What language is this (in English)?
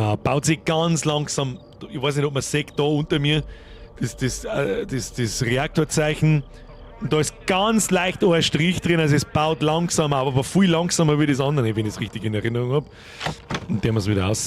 Bavarian